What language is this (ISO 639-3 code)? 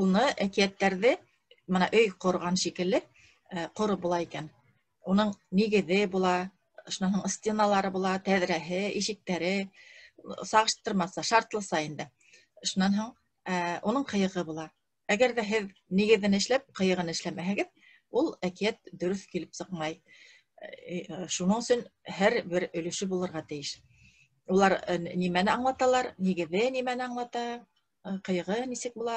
bak